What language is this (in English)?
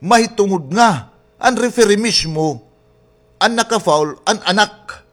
Waray